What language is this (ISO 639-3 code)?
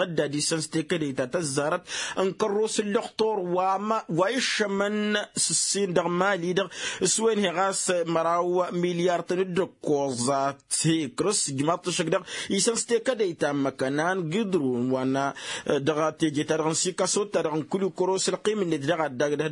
taq